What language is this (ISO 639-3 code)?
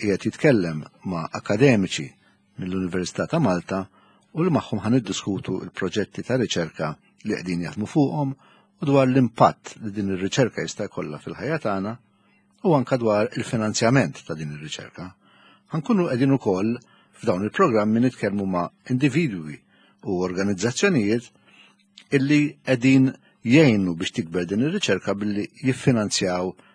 mlt